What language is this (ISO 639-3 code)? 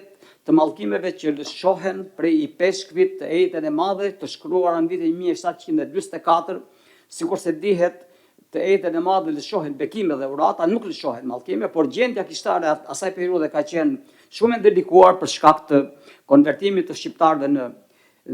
sqi